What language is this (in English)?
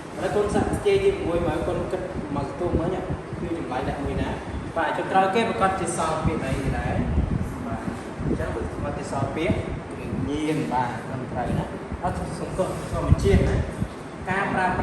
Khmer